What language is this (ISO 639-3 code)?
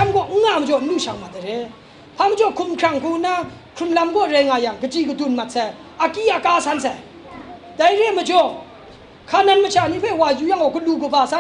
kac